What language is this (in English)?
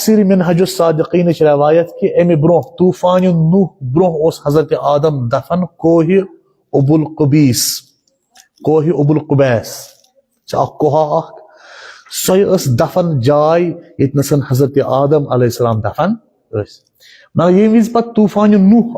Kashmiri